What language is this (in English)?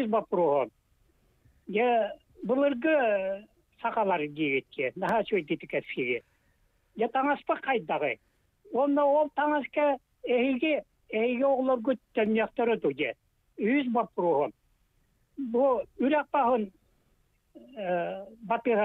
Yakut